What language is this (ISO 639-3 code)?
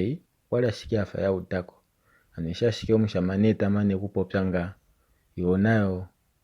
kua